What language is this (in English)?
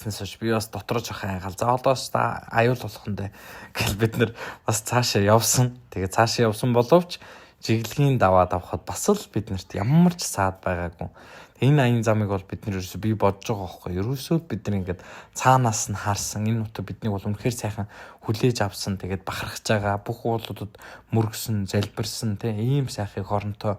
Mongolian